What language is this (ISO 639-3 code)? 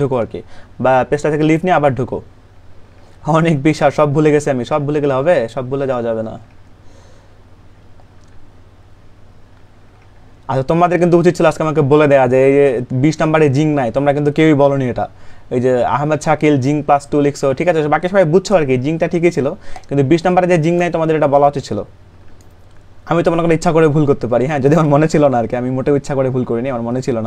ben